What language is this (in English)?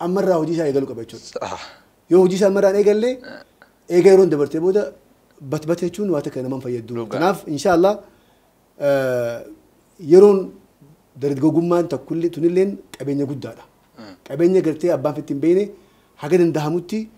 Oromo